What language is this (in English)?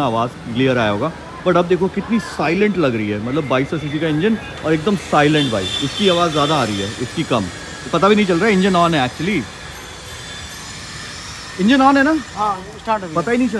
Hindi